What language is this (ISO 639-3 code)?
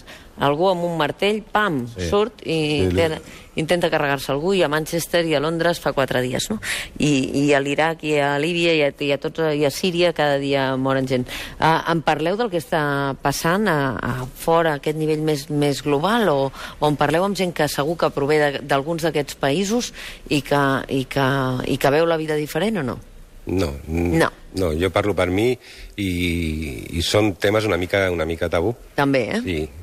cat